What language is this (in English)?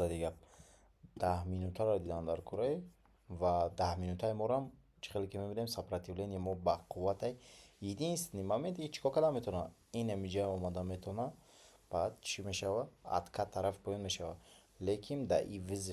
Tajik